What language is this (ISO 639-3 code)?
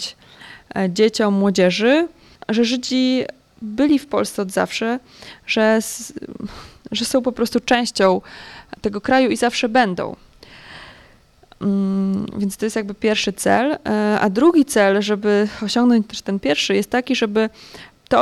pol